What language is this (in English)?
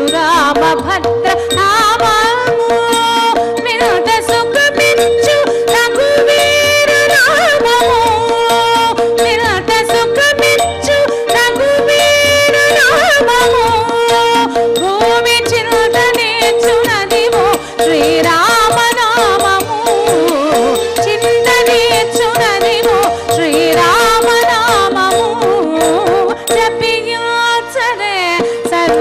Telugu